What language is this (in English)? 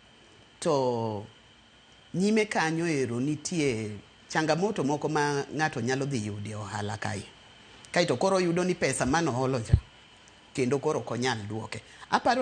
Luo (Kenya and Tanzania)